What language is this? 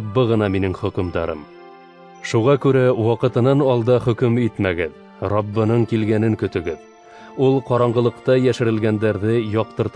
Bashkir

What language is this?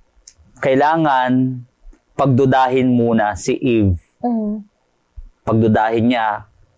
Filipino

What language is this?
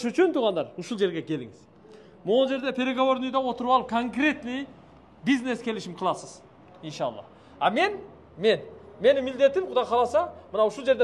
Kyrgyz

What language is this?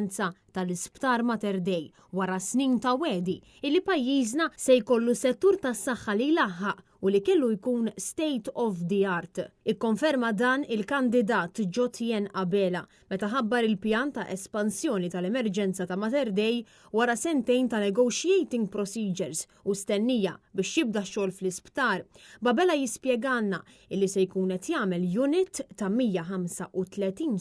Maltese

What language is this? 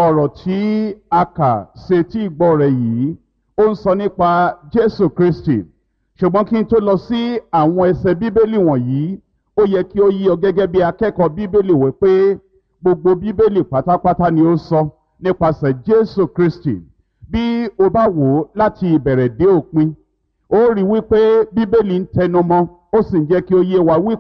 Yoruba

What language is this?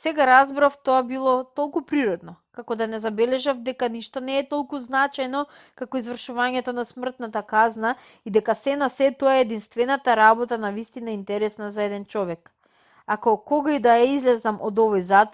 Macedonian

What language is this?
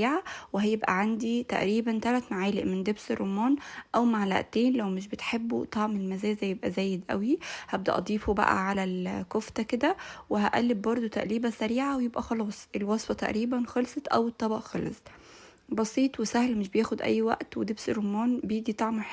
Egyptian Arabic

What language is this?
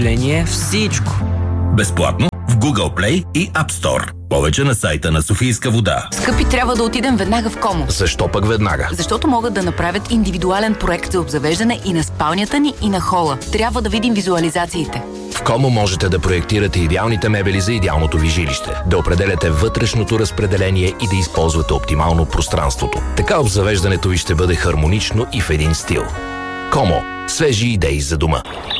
Bulgarian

